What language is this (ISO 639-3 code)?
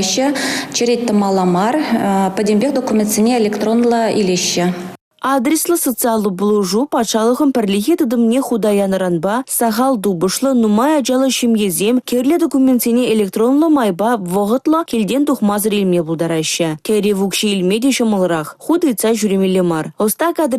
chv